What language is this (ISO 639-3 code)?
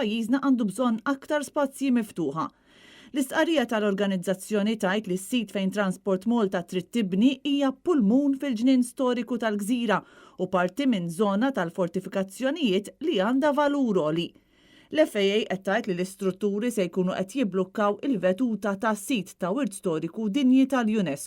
mlt